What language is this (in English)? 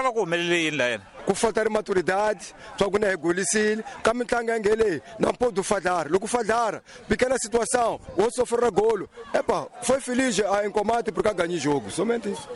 Tsonga